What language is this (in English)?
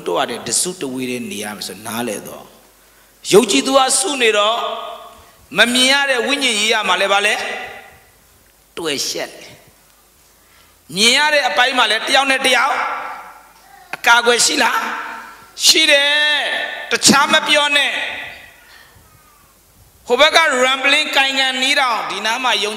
Burmese